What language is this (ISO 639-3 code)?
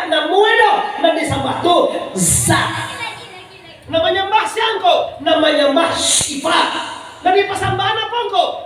min